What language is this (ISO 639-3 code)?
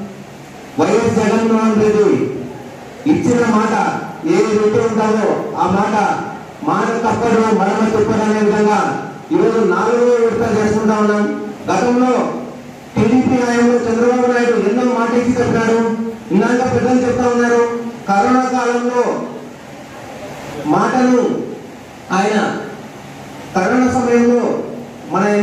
tel